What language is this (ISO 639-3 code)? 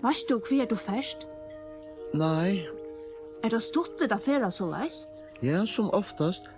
fao